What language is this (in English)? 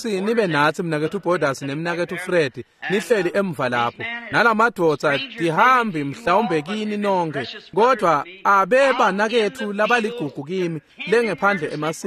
Swati